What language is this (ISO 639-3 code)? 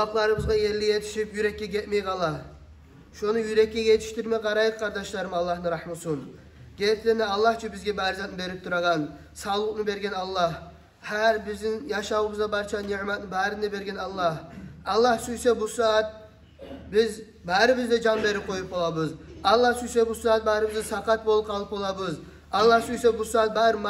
kum